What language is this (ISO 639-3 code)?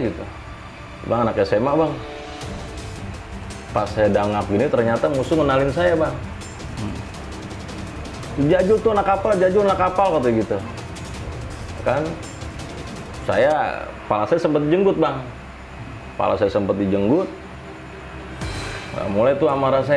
ind